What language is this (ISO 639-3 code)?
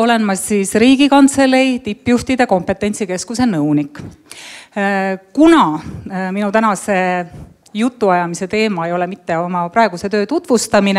est